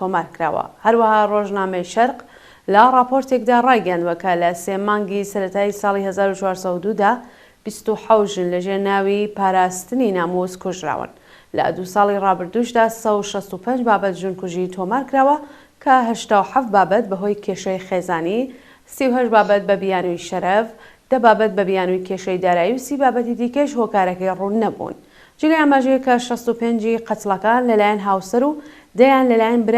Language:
Central Kurdish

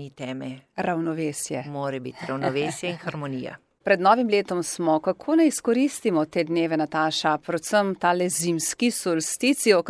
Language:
Slovenian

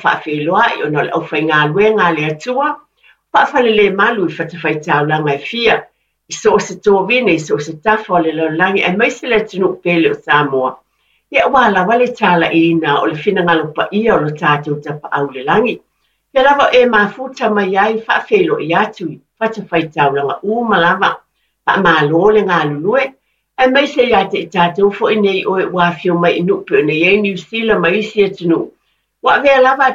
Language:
Samoan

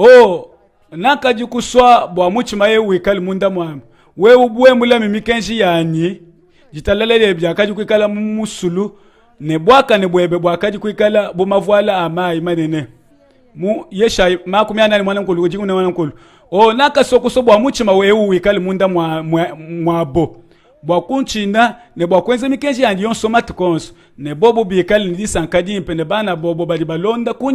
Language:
Luba-Lulua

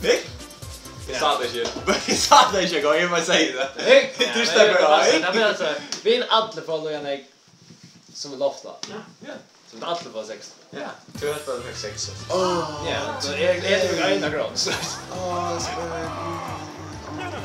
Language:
Faroese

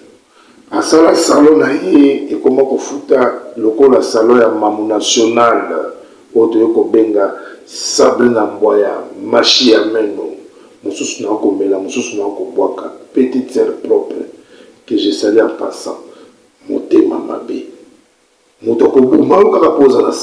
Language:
Lingala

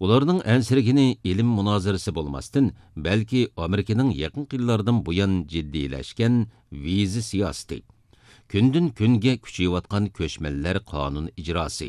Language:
Uyghur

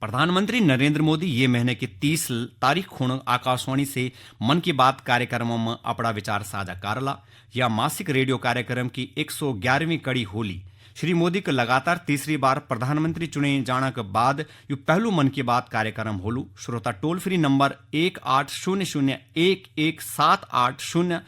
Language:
Garhwali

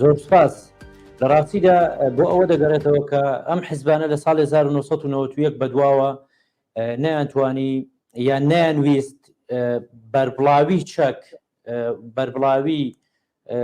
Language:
Central Kurdish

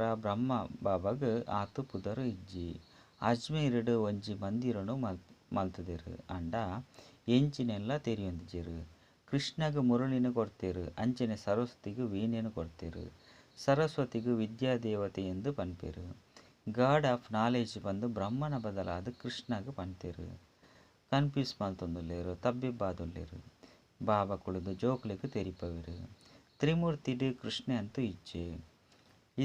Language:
Tulu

